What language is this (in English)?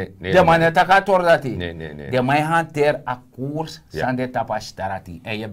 Sranan Tongo